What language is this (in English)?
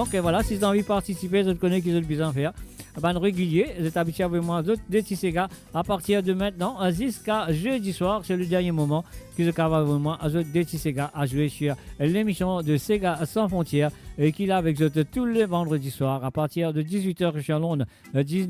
Morisyen